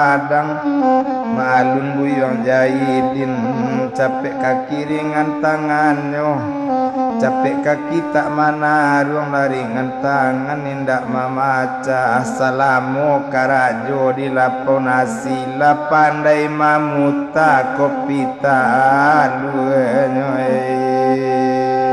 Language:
Minangkabau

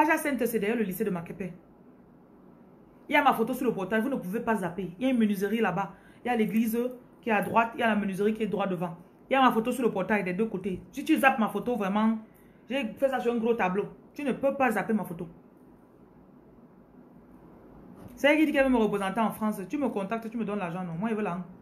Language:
French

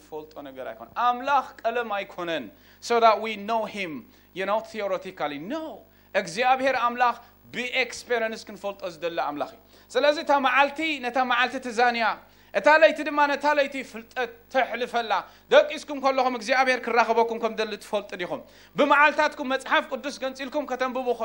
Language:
Tigrinya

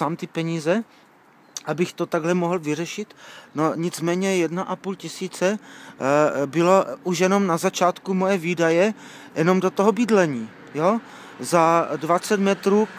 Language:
Czech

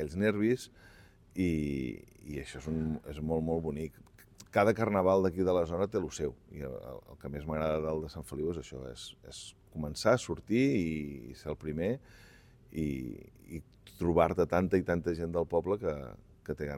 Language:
Catalan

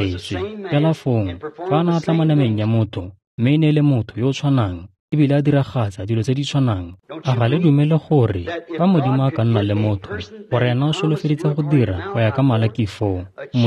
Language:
Tswana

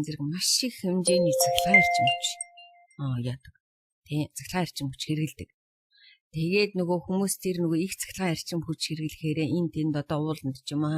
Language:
Mongolian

